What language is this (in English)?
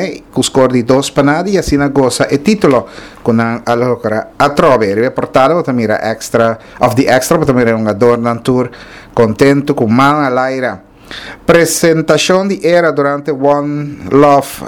Papiamento